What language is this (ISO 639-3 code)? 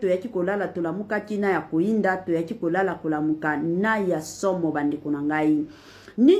lin